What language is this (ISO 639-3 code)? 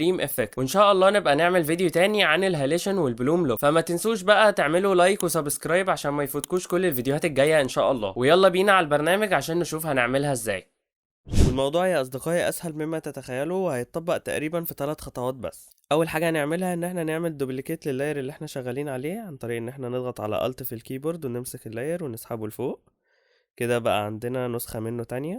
arz